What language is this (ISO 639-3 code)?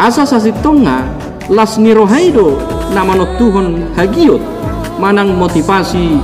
bbc